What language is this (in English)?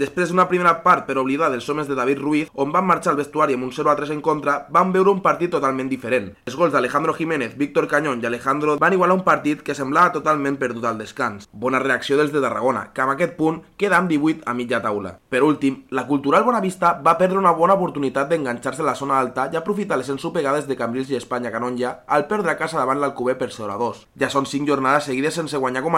Catalan